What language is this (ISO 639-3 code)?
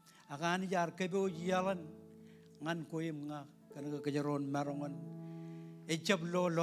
mah